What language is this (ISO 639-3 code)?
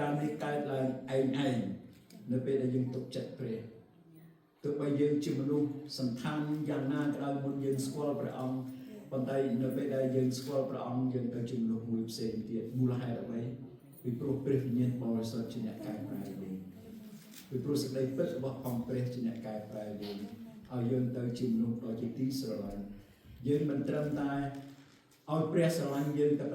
khm